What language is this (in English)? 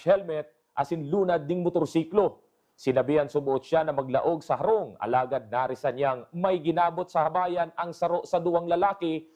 Bikol